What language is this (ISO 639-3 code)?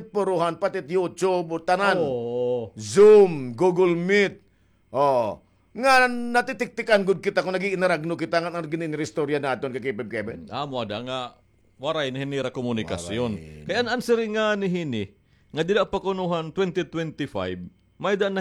war